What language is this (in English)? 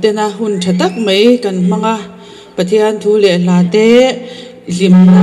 Mizo